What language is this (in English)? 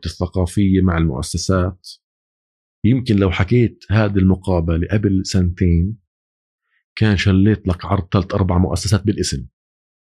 North Levantine Arabic